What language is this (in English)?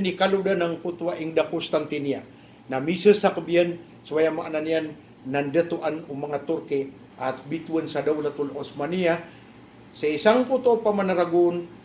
Maranao